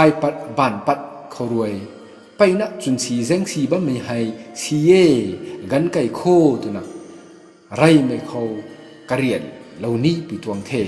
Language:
Rongmei Naga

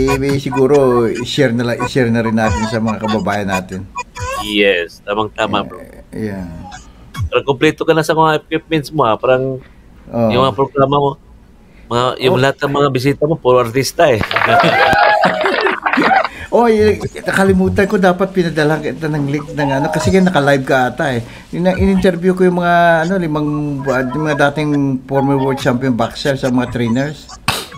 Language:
Filipino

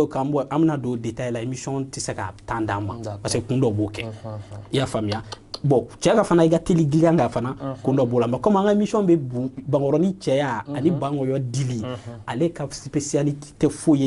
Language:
Bambara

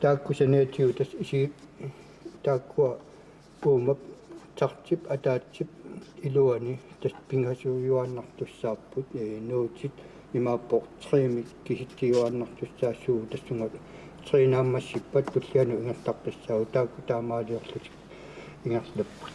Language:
Kalaallisut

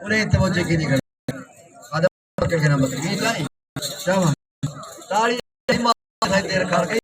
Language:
Saraiki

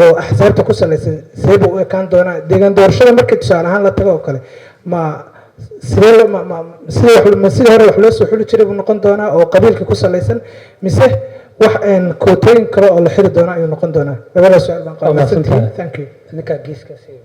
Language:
Somali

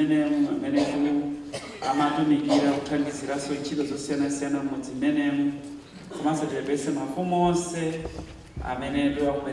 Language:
Nyanja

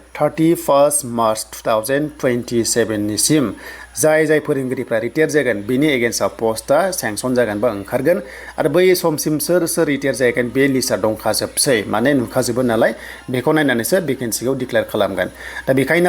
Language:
Bodo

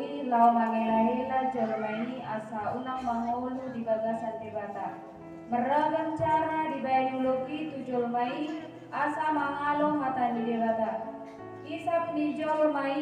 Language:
Batak Toba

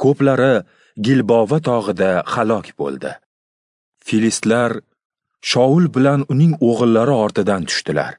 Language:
Uzbek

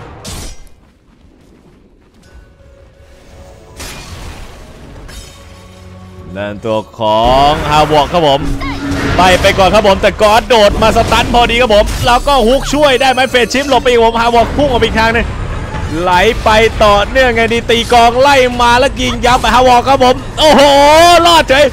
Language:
Thai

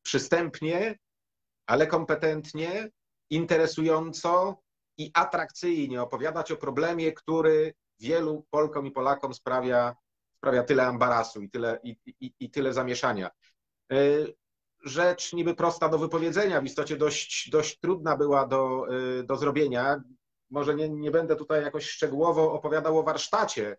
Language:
Polish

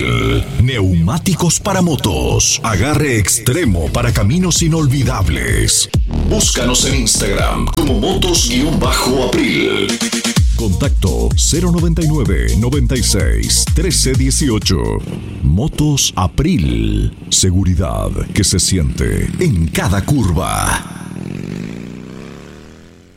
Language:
Spanish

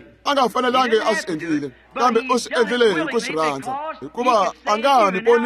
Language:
Tsonga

